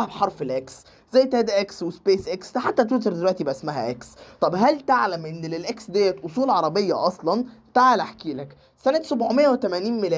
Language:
Egyptian Arabic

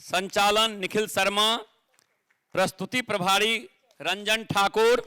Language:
Maithili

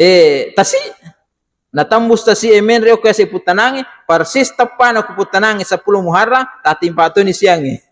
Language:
Buginese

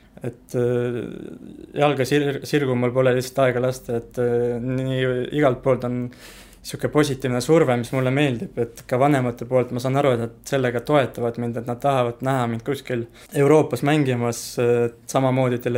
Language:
Estonian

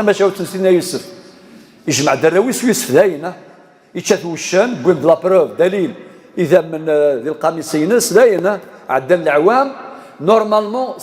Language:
Kabyle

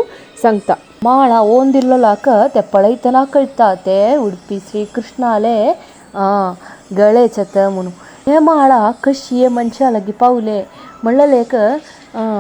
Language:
Konkani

